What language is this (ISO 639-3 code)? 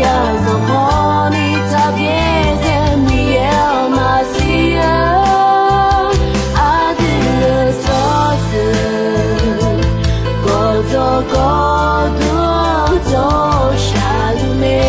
ahk